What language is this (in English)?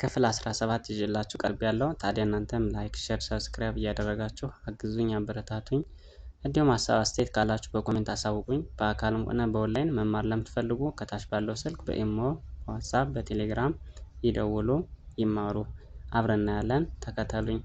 Amharic